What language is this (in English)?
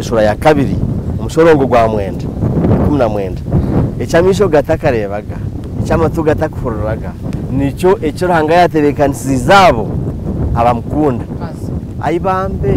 Nyankole